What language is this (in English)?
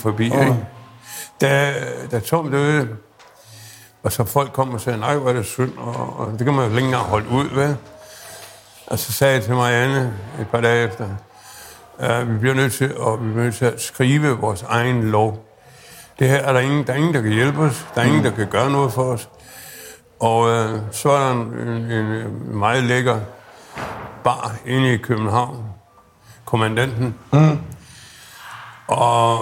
Danish